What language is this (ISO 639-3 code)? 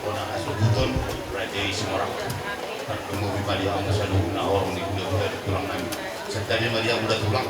bbc